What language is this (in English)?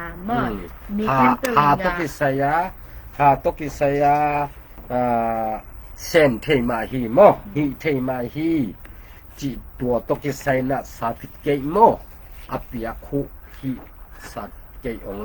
Tedim Chin